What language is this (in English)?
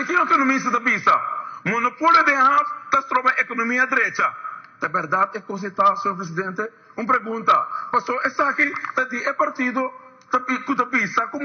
Papiamento